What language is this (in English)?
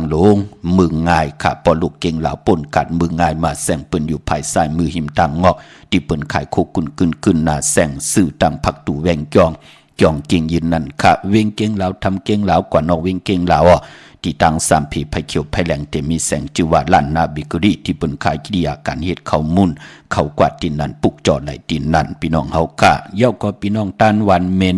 Shan